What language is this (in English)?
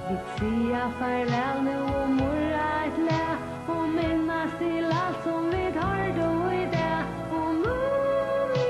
Faroese